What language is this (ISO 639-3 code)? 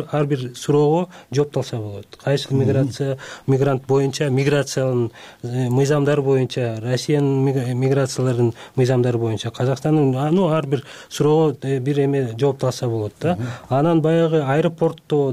kir